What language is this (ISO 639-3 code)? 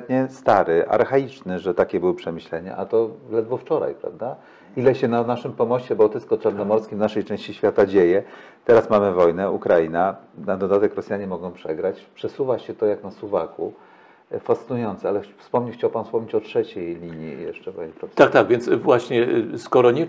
pol